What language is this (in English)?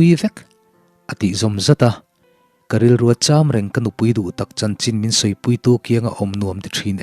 Mizo